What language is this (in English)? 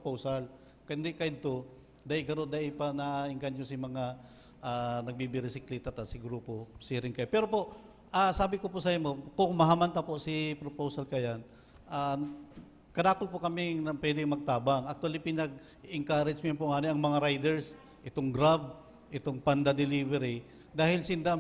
Bikol